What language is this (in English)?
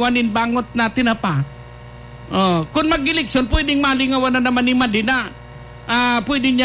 Bikol